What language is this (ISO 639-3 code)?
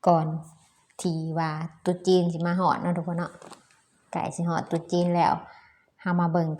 lao